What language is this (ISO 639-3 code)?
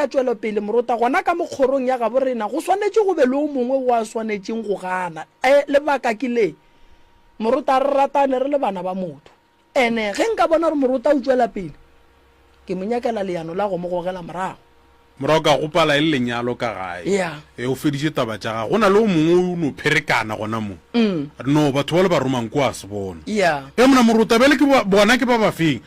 nso